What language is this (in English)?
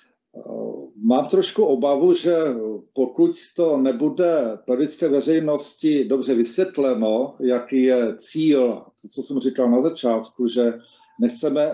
Czech